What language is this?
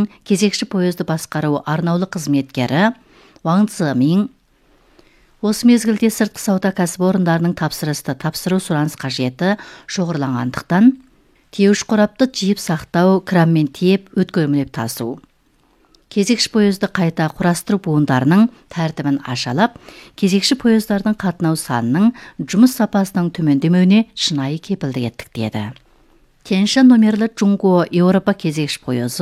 Kazakh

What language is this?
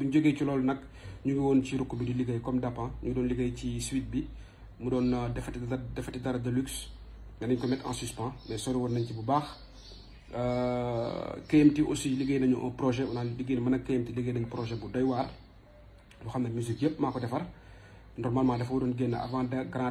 Wolof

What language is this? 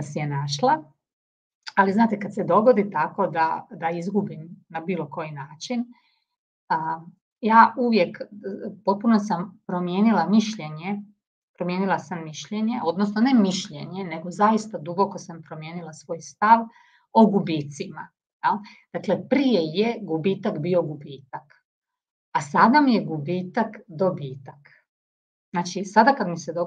Croatian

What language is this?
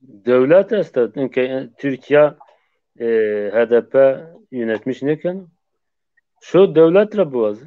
Zaza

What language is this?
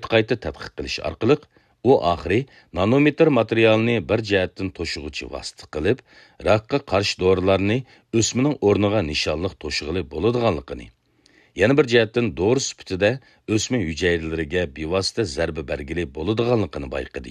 Uyghur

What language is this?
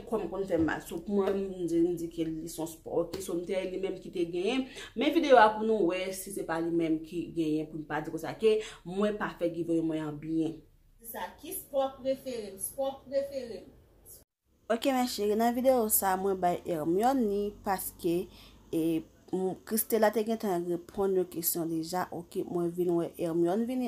Haitian Creole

